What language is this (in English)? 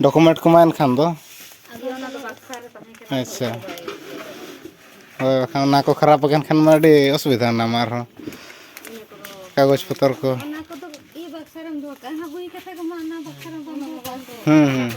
Santali